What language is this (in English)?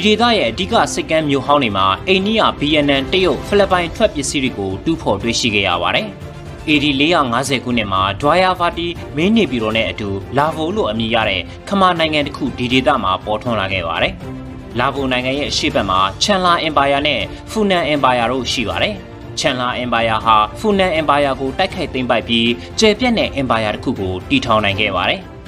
Burmese